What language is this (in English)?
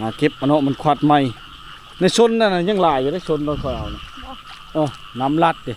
Lao